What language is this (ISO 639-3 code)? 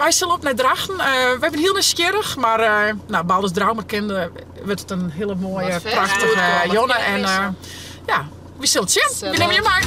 fry